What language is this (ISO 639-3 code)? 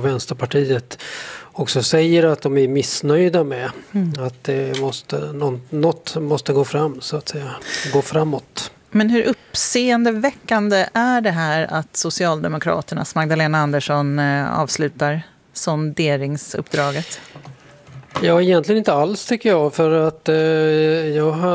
swe